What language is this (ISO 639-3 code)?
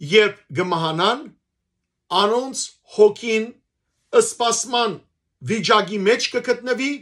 hyw